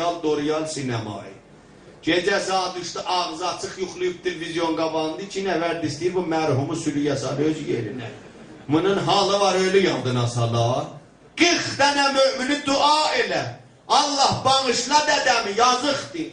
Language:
South Azerbaijani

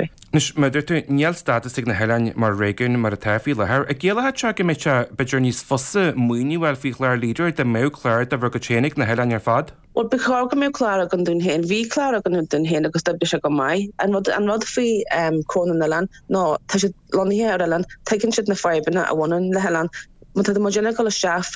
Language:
Irish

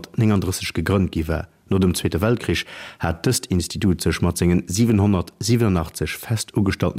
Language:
Luxembourgish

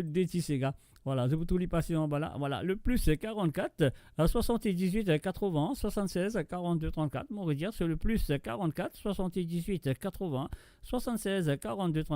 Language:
Morisyen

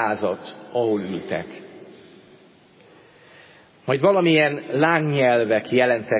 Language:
Hungarian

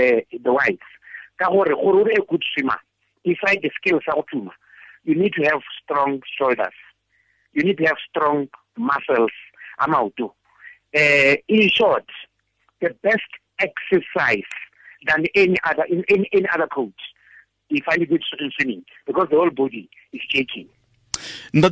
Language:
Tswana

